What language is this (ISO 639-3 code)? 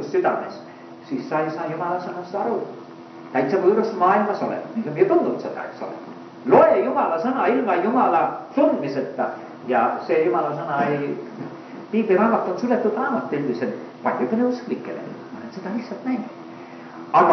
est